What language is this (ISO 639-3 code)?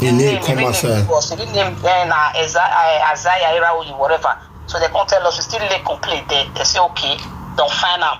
pcm